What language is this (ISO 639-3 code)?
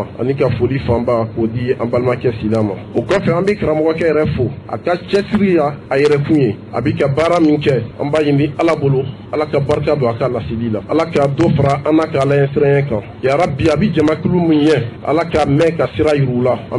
bam